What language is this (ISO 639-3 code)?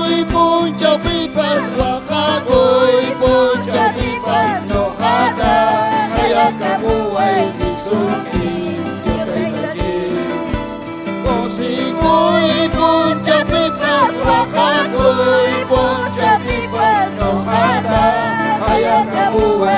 quy